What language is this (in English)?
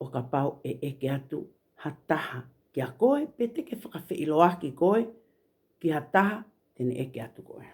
Tongan